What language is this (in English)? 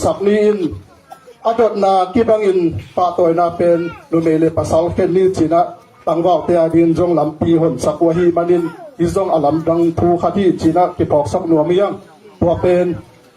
Tedim Chin